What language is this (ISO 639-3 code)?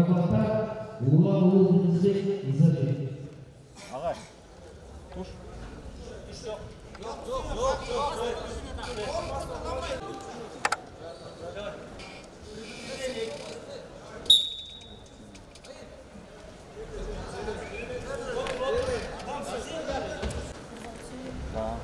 kaz